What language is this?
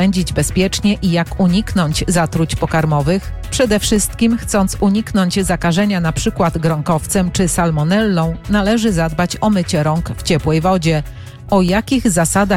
Polish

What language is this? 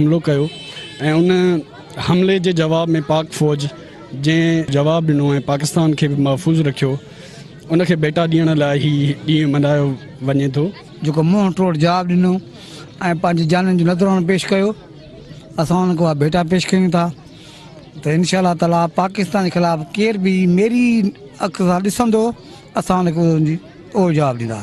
Sindhi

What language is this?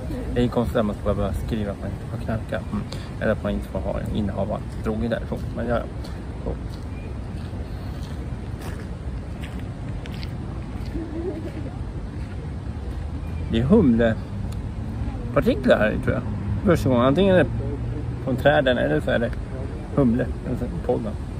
Swedish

